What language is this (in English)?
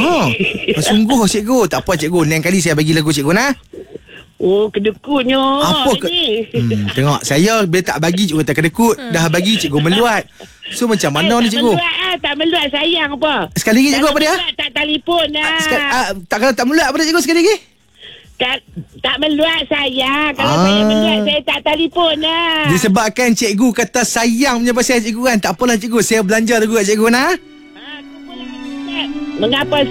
Malay